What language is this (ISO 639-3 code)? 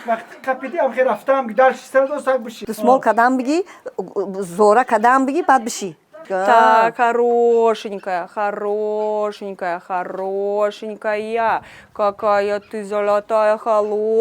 tgk